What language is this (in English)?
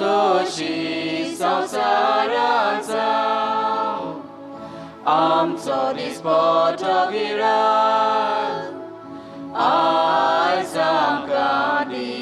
Konkani